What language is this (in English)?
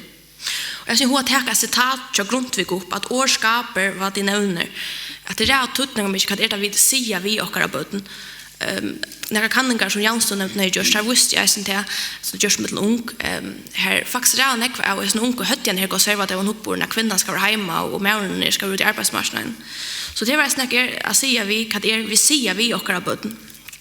Faroese